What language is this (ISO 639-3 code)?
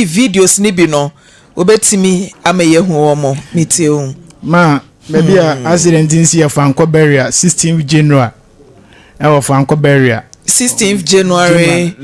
aka